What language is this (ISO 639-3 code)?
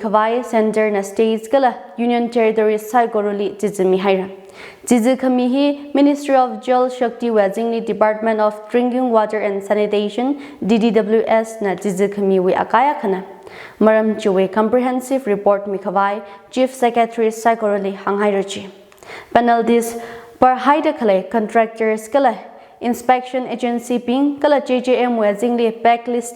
nmf